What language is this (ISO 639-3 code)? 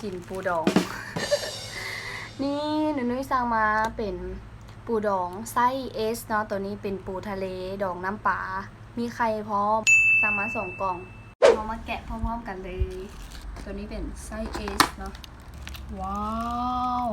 lao